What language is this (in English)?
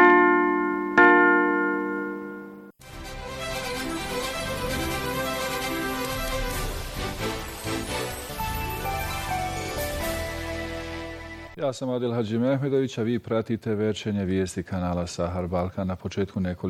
Bosnian